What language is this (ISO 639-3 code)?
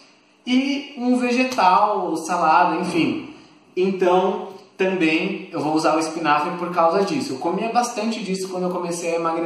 por